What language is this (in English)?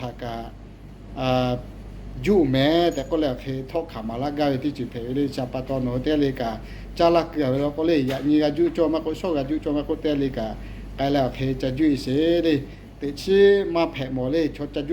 Lahu